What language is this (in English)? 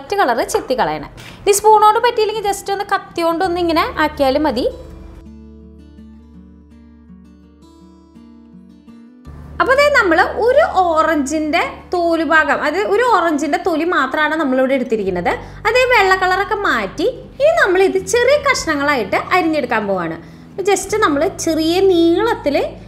Malayalam